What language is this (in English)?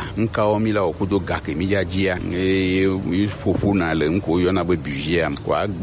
Gen